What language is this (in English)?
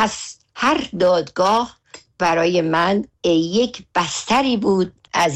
Persian